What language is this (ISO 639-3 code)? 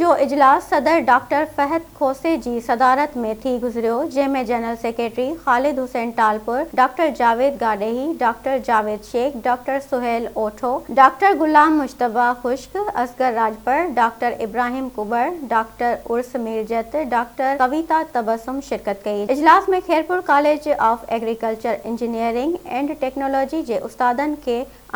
snd